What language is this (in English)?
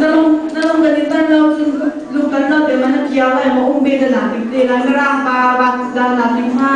Hakha Chin